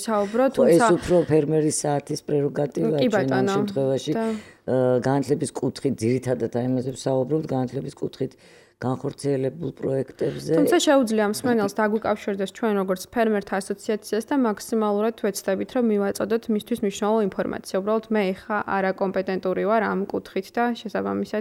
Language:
Georgian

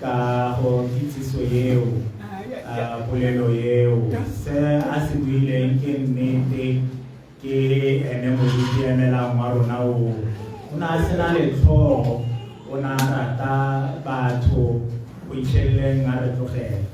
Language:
Tswana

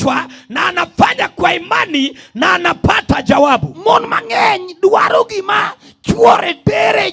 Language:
Luo (Kenya and Tanzania)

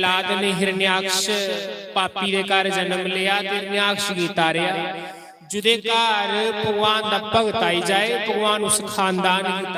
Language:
Dogri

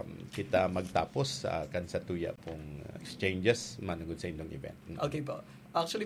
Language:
Bikol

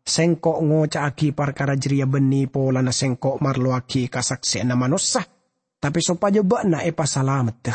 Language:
Madurese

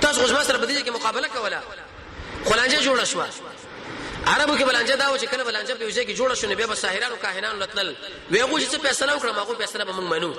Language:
Pashto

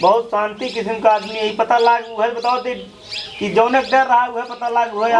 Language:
Awadhi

